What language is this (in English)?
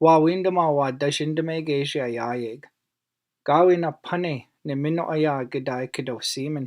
Chippewa